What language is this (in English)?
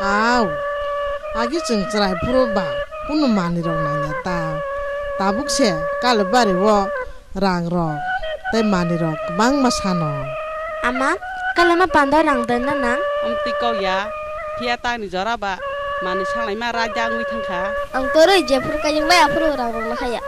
Kok Borok